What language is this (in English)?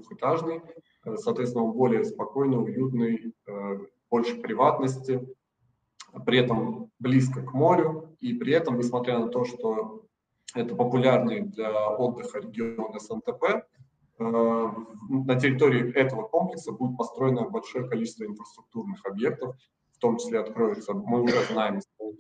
Russian